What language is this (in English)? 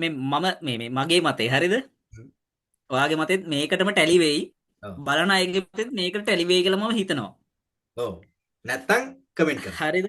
Sinhala